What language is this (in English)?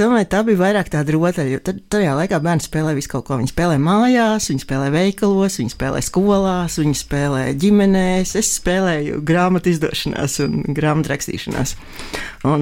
Latvian